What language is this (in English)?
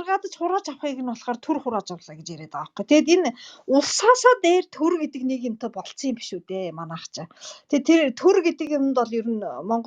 Mongolian